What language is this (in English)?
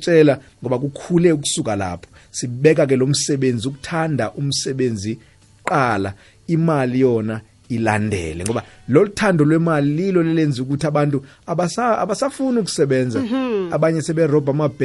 South Ndebele